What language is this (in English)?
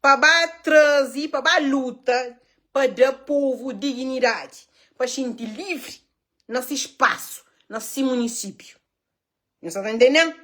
Kabuverdianu